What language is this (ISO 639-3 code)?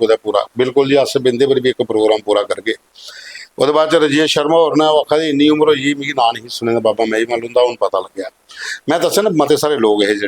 doi